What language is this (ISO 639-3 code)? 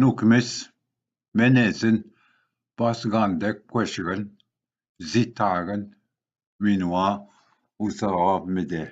oji